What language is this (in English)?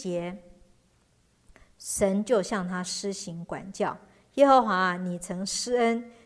Chinese